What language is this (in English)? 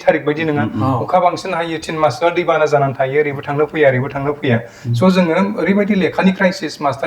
Bodo